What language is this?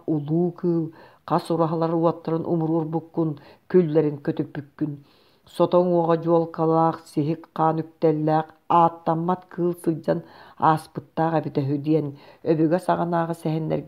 Yakut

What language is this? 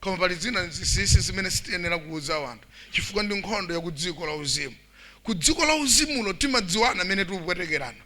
Nyanja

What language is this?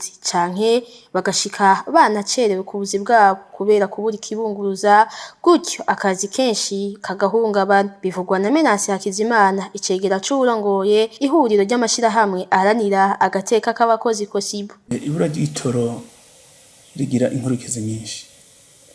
Rundi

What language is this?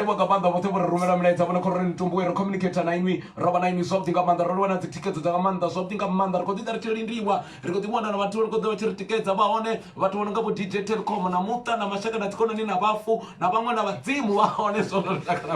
Venda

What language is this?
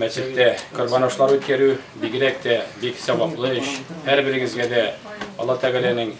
Tatar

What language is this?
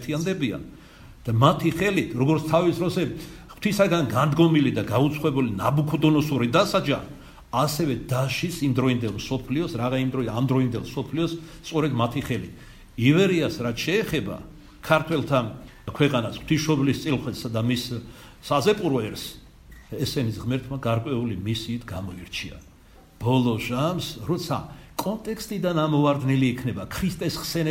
Georgian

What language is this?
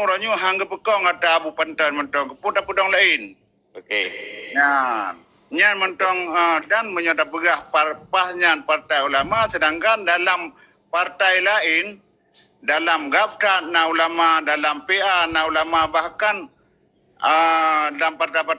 Achinese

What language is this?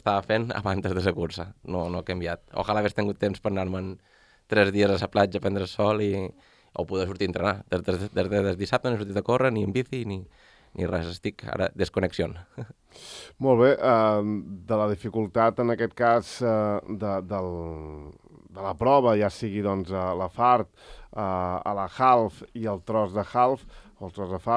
Catalan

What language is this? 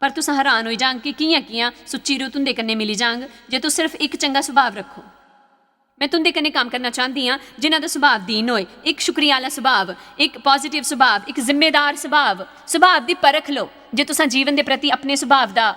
Dogri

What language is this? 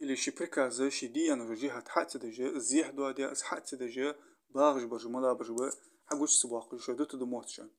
Ingush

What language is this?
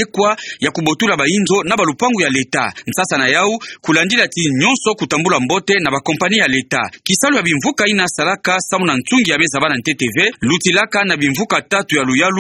Kituba (Democratic Republic of Congo)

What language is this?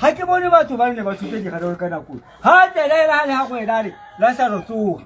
Tswana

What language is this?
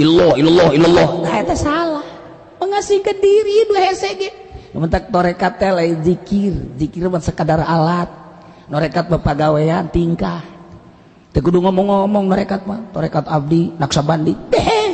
Sundanese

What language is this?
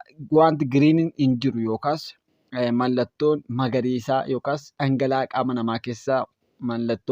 Oromo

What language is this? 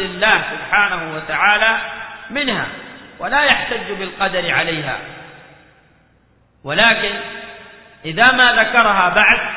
Arabic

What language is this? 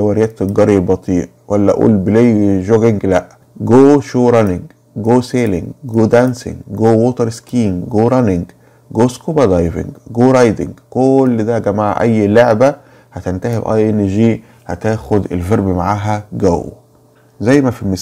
Egyptian Arabic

